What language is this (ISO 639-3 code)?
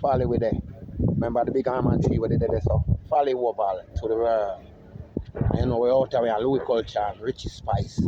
jam